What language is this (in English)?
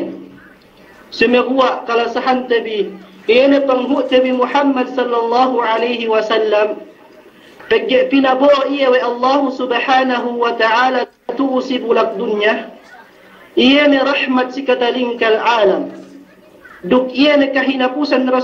Yakan